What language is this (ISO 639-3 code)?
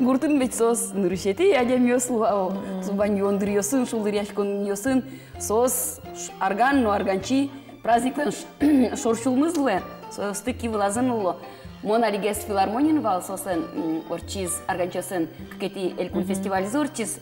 udm